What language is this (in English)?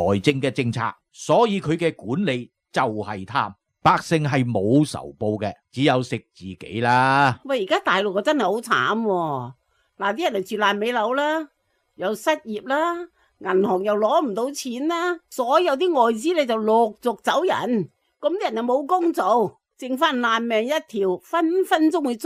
Cantonese